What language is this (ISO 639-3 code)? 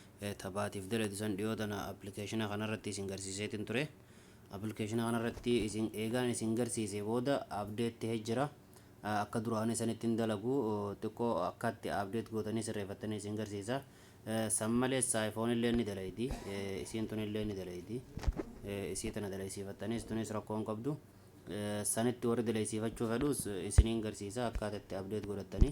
orm